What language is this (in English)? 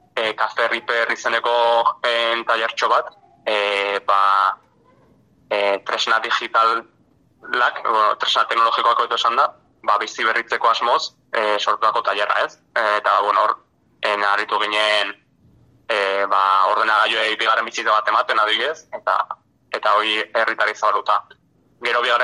Basque